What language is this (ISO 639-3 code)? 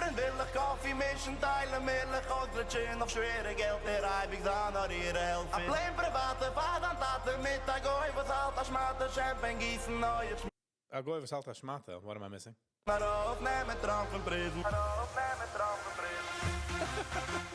yid